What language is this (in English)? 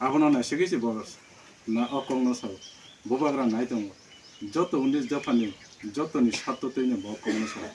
Kok Borok